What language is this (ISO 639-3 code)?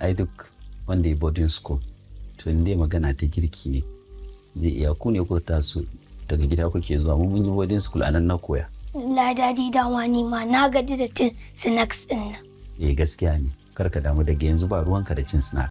hau